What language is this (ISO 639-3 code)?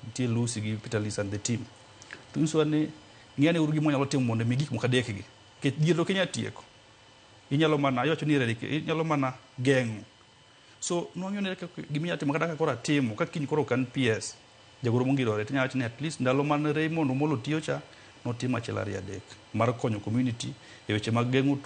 luo